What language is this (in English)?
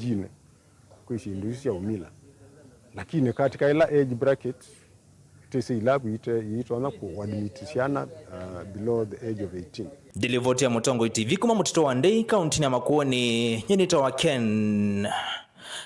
Kamba